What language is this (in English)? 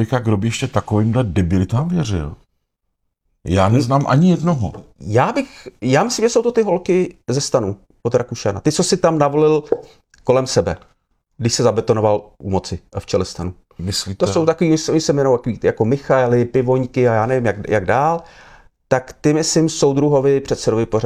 Czech